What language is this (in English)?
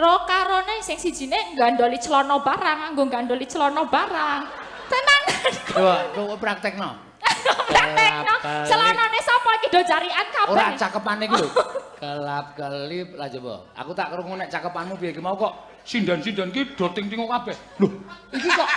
Javanese